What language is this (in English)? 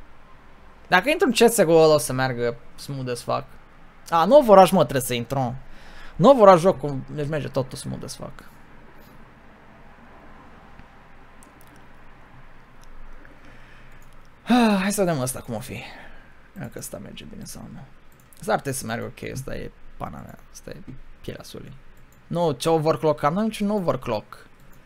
Romanian